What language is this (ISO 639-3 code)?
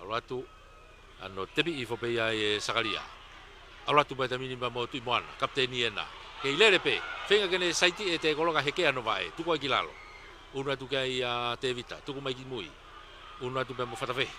ton